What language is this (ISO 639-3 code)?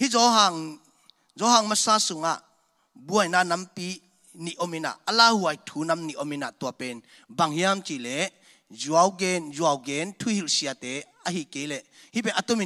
ctd